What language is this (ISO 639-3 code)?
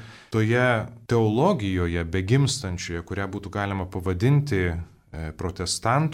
lit